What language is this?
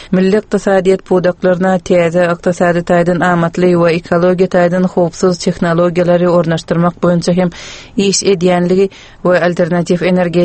Turkmen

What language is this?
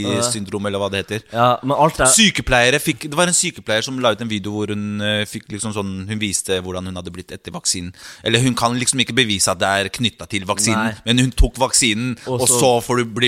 Norwegian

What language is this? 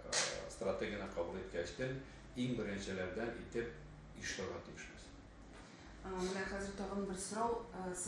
Tatar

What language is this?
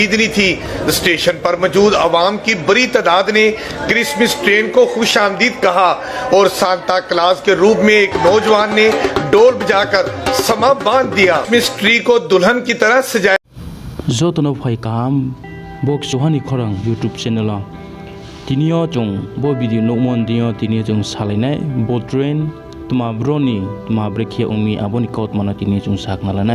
Riang (India)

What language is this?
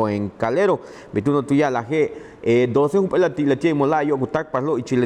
Yucateco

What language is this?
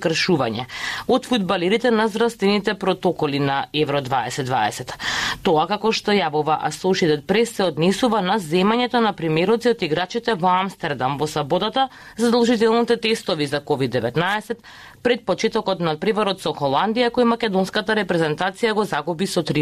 Macedonian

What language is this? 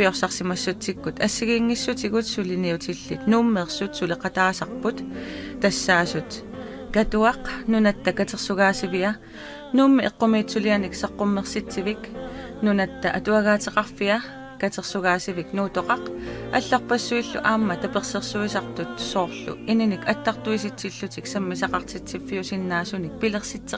Kalaallisut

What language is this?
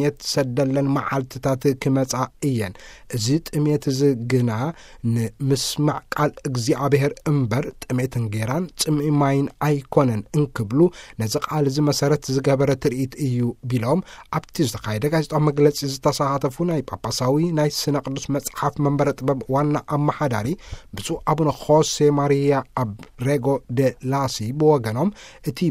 Tigrinya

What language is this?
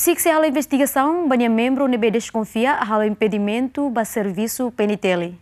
Tetum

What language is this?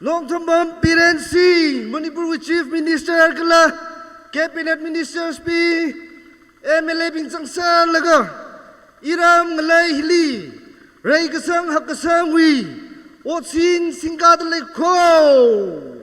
Tangkhul Naga (India)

